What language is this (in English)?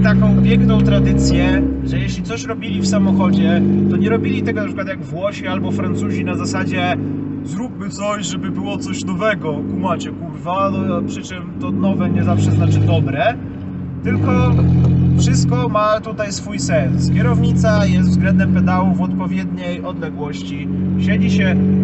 Polish